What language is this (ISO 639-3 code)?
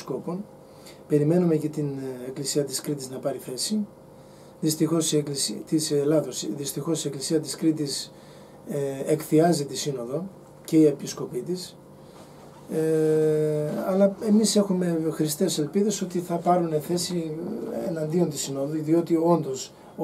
ell